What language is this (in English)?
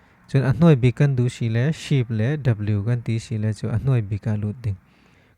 Falam Chin